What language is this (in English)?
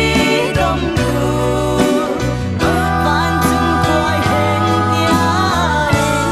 Falam Chin